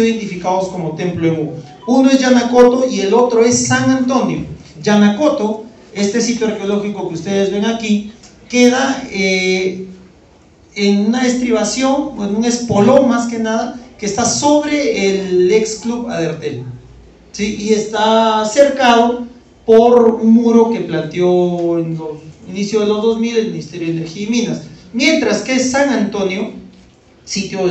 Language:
Spanish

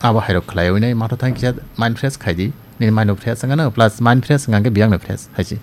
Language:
Kok Borok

